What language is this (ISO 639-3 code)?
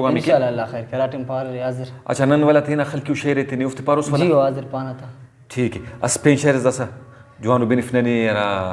brh